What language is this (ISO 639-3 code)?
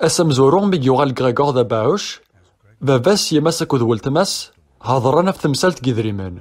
kab